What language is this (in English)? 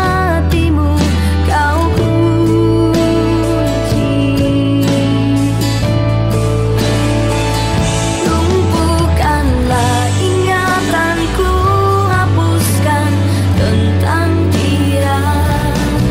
Indonesian